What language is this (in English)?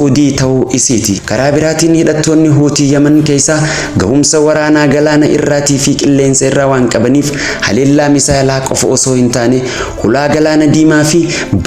Oromo